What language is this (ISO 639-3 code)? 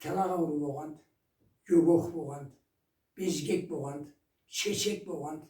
krc